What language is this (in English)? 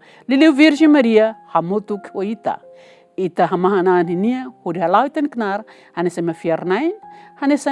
Tetum